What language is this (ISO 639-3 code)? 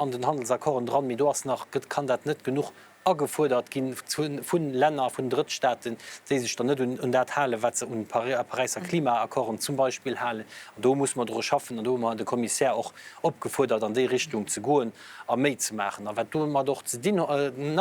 ltz